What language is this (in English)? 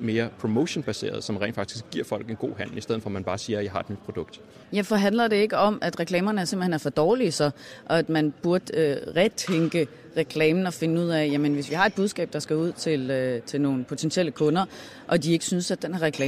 Danish